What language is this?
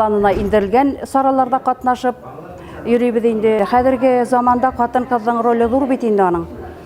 Bashkir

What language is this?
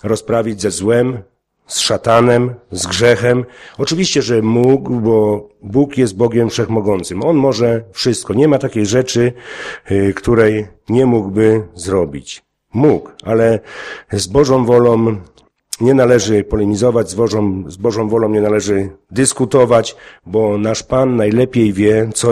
Polish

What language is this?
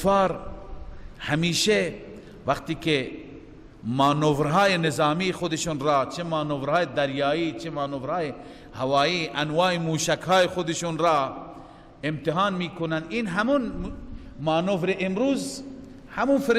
Persian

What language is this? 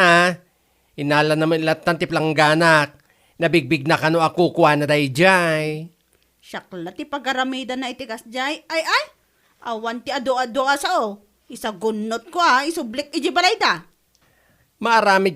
Iloko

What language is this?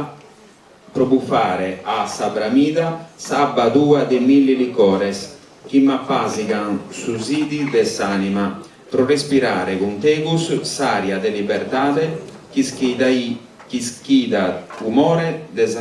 Sardinian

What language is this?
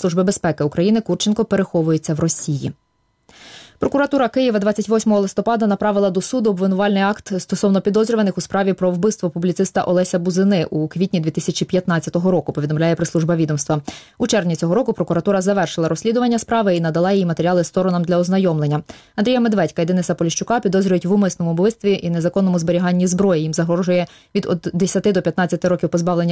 Ukrainian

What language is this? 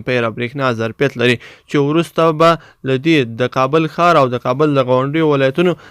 Pashto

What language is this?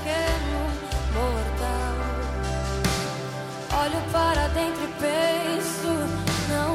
Portuguese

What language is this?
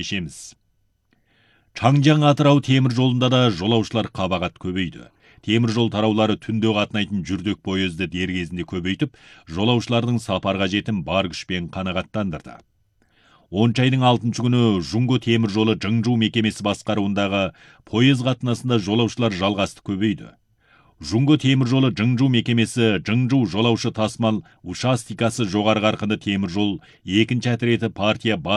Kazakh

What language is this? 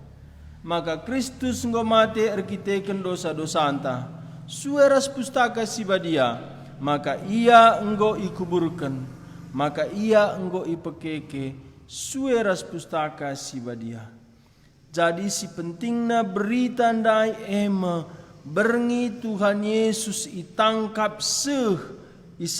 Batak Karo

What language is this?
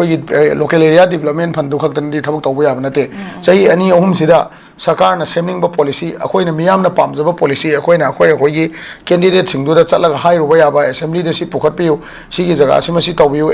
Manipuri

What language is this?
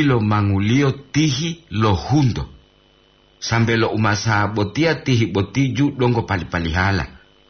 Gorontalo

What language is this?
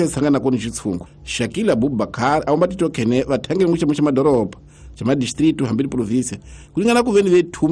Tsonga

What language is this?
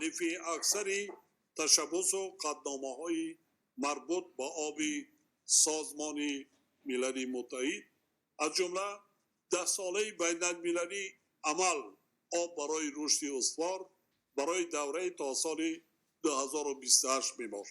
Tajik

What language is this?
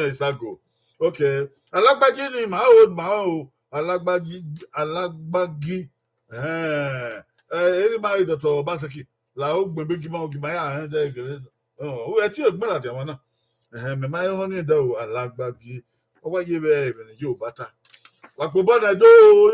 Bini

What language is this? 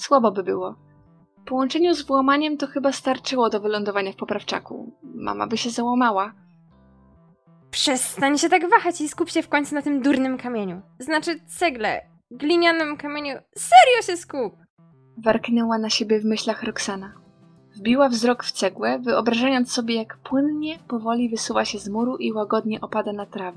Polish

